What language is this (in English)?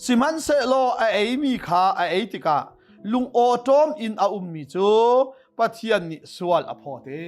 Hakha Chin